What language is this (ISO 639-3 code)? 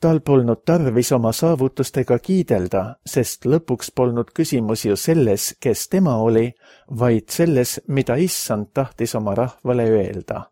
est